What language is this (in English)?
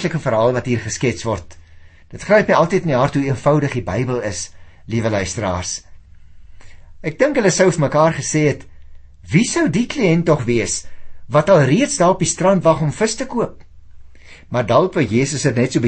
Afrikaans